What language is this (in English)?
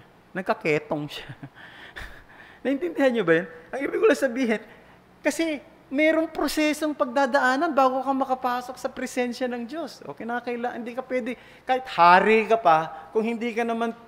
Filipino